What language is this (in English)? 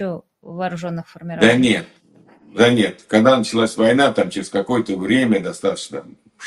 Russian